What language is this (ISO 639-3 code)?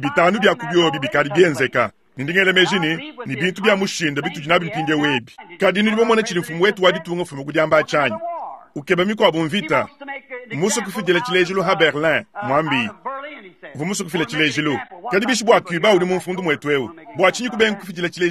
lua